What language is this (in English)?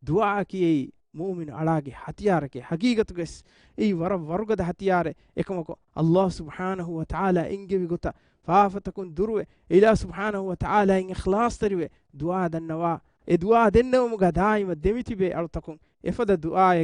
Divehi